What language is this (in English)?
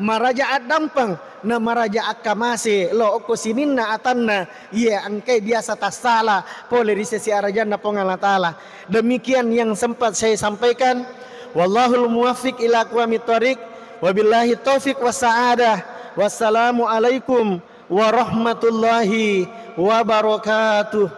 Buginese